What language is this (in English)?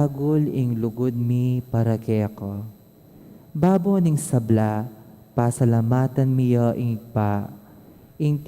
Pampanga